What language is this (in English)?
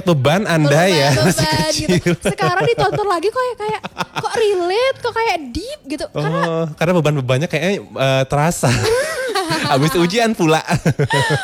Indonesian